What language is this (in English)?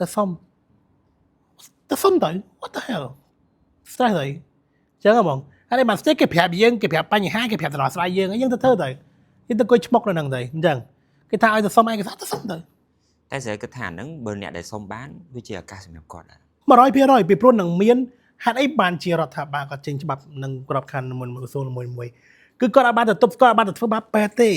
Khmer